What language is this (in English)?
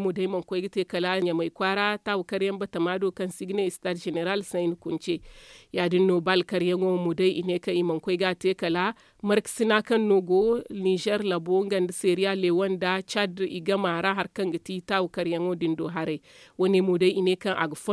Zarma